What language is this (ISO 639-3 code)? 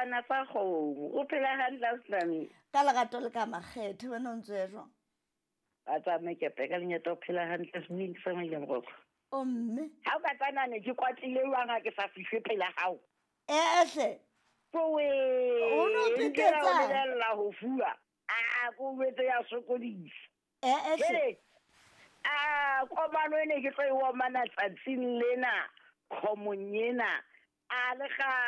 sot